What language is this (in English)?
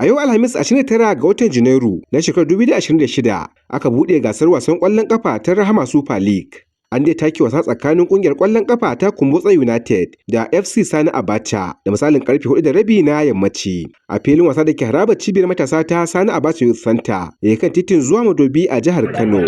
Hausa